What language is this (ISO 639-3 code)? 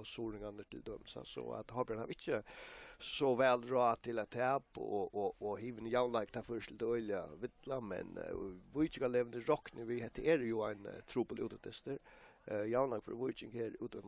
fao